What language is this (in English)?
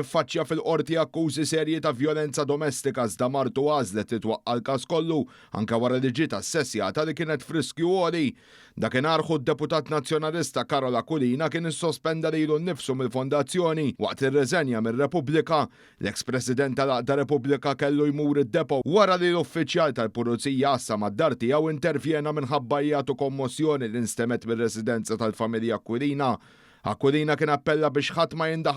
Maltese